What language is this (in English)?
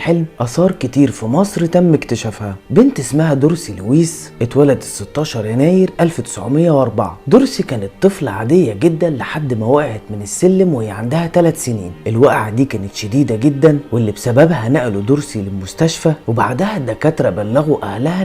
Egyptian Arabic